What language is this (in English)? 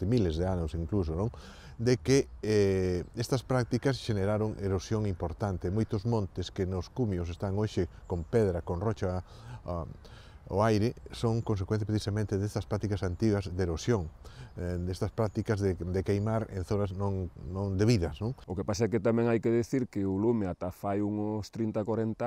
Galician